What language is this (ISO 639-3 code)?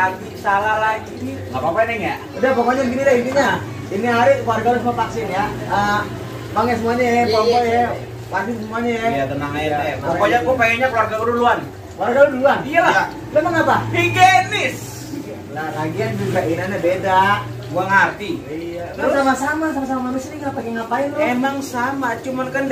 bew